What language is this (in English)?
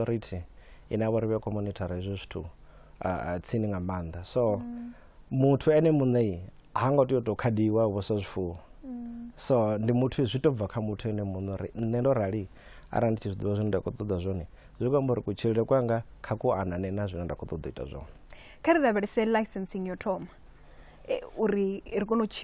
Venda